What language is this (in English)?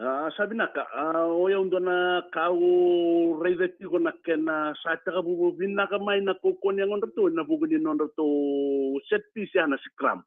Fijian